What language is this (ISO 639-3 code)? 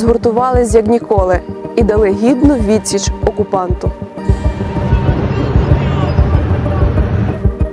ukr